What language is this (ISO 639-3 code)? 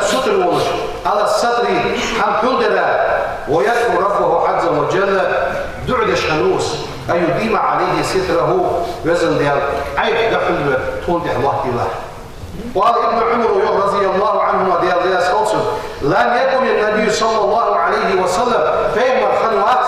inh